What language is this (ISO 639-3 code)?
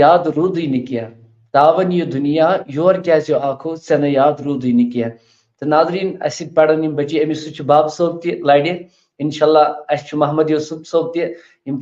kas